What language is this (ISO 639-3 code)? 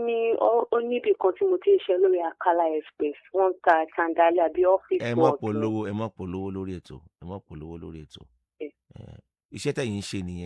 yor